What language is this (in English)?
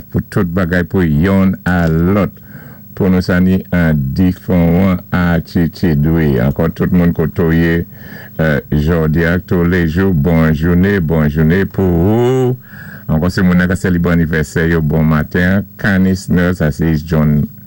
Saint Lucian Creole French